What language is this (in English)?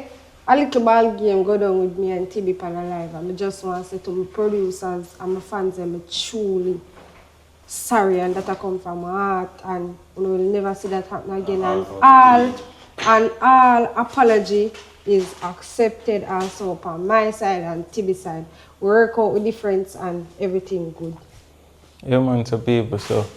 Jamaican Creole English